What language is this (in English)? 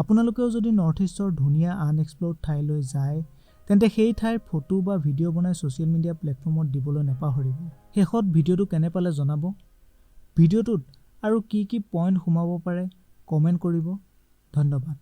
Assamese